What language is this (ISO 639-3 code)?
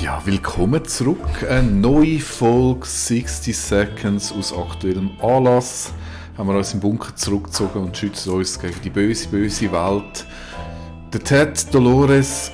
gsw